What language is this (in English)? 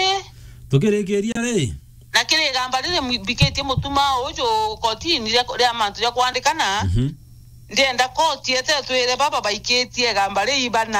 Meru